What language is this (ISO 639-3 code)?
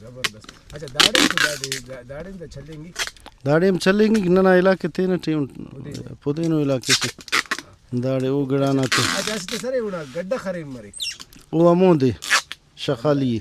brh